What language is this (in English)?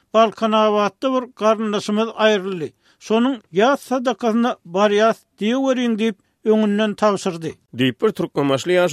Turkmen